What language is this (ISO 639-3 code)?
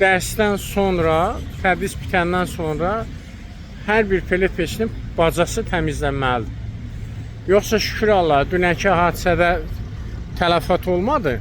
aze